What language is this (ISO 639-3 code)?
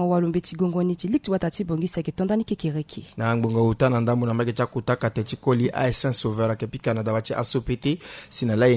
sag